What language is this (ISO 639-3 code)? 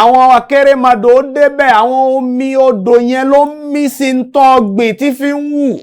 yor